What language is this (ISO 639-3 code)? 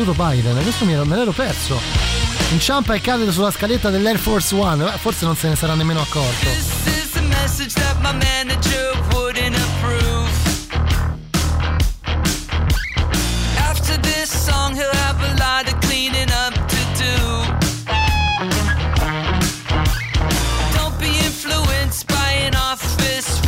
ita